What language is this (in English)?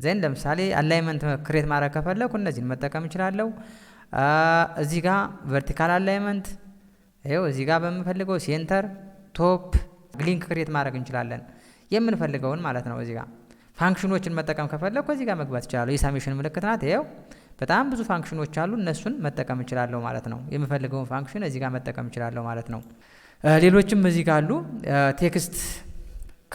Amharic